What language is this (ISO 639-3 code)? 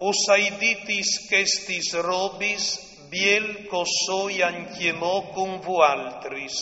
fur